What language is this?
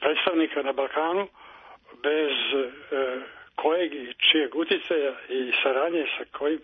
Serbian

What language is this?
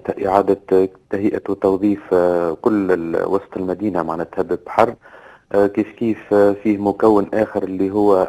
Tunisian Arabic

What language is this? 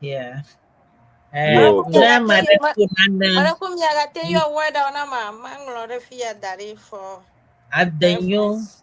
Ewe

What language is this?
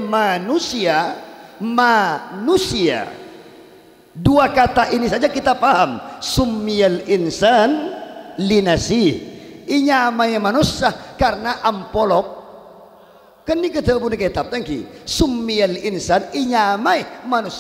Madurese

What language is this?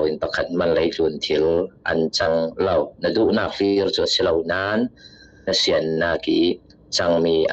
Falam Chin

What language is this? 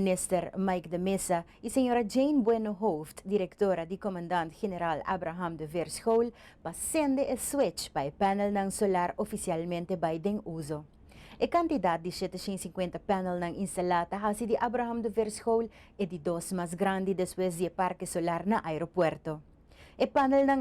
Papiamento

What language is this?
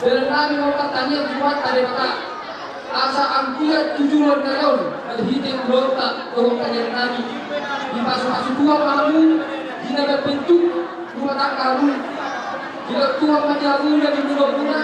Batak Toba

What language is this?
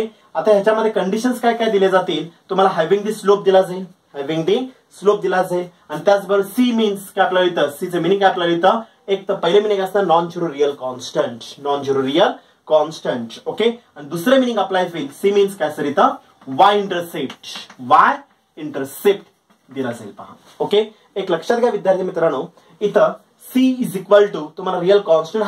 Marathi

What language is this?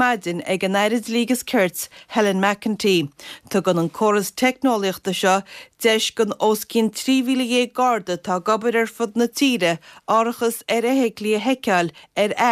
Irish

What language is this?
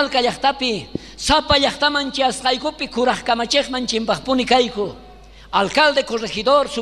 South Bolivian Quechua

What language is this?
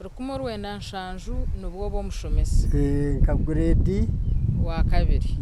Nyankole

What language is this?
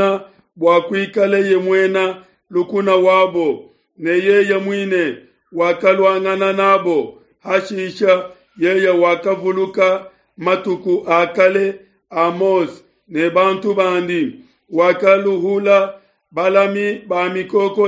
Luba-Lulua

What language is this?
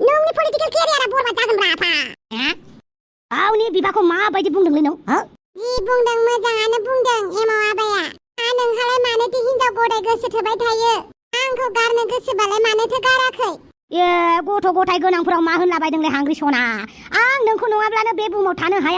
Bodo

